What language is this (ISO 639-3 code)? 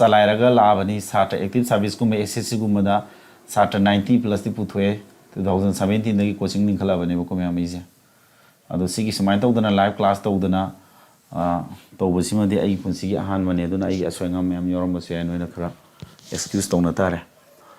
mni